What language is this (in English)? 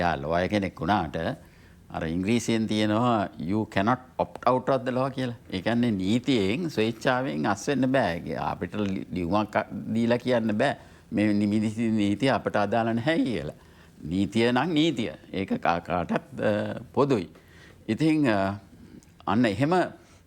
Sinhala